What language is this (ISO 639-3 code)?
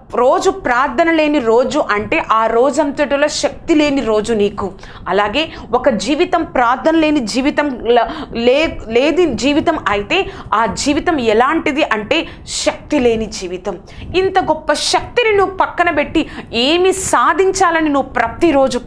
tel